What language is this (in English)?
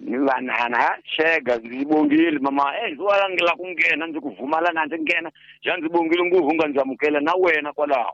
Tsonga